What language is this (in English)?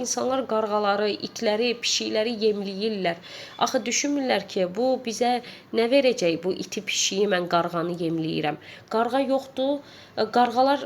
Azerbaijani